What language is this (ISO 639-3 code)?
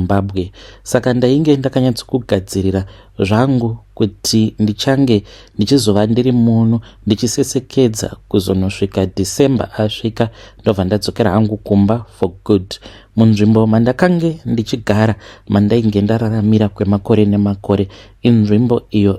sna